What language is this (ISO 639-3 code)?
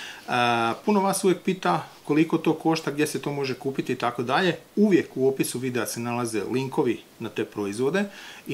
hrv